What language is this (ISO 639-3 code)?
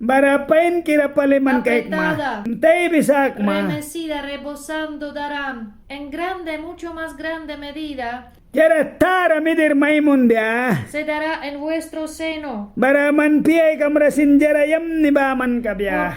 miq